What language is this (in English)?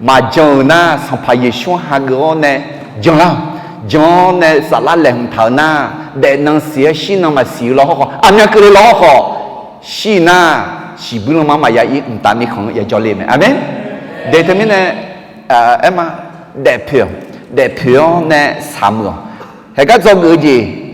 Akha